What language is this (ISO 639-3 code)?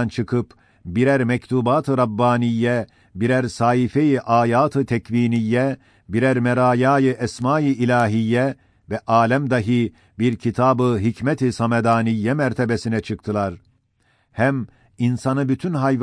ota